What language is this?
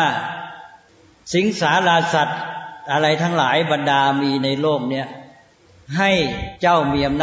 Thai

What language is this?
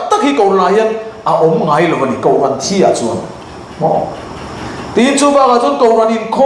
Mizo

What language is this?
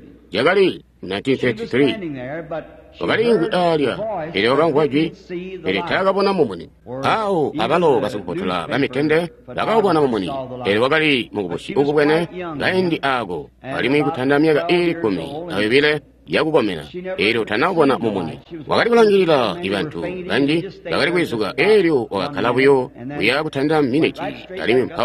Tonga (Zambia)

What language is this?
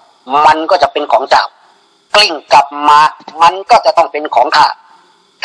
Thai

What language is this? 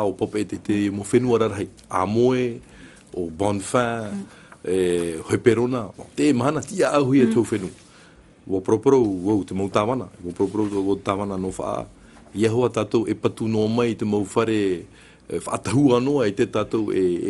Tahitian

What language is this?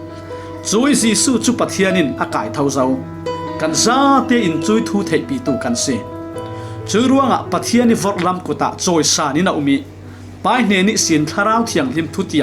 Falam Chin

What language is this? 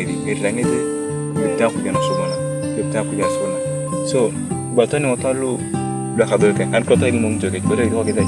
Turkana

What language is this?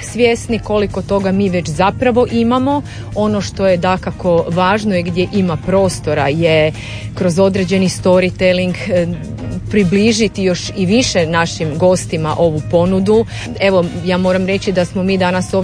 Croatian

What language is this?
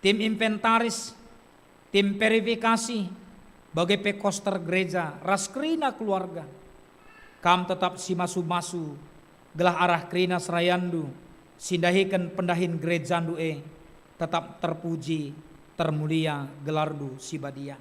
Batak Karo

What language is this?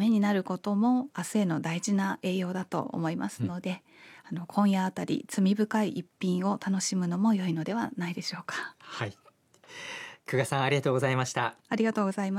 Japanese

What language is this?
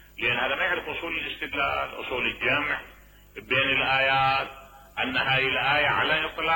Mesopotamian Arabic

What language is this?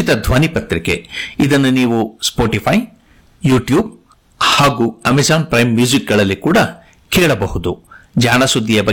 Kannada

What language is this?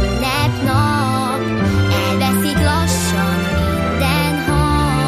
Hungarian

